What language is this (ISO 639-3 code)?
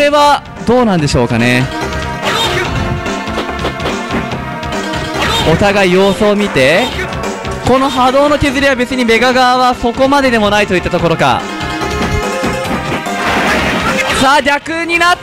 jpn